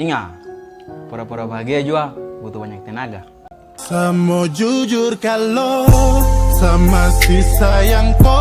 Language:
Ambonese Malay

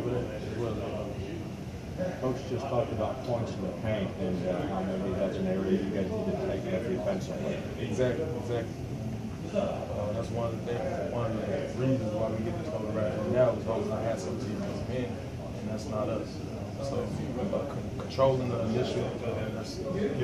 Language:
English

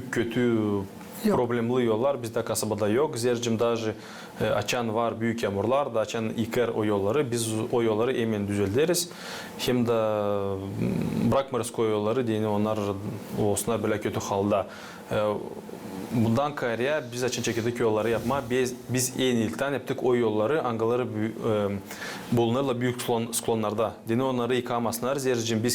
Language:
Gagauz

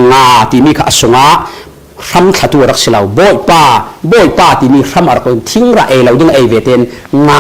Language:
Falam Chin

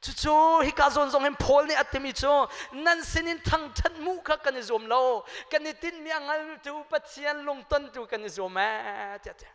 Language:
Hakha Chin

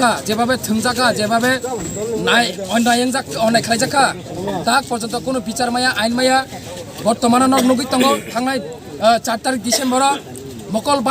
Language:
Kok Borok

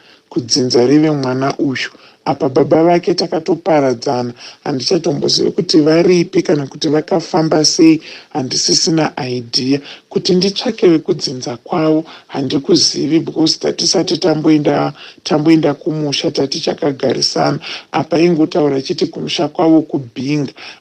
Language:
Shona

